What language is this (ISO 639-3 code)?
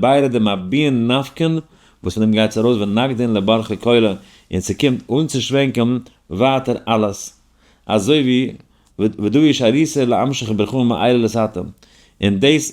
yid